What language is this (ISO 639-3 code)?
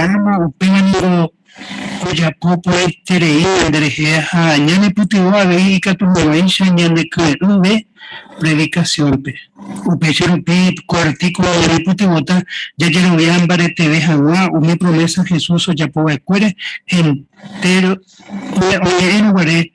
grn